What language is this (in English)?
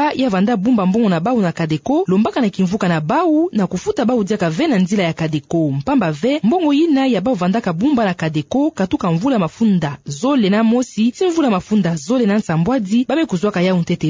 Kituba (Democratic Republic of Congo)